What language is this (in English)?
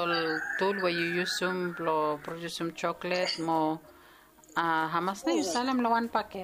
Bislama